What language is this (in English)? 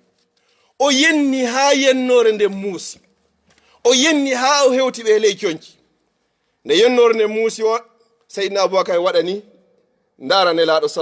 Fula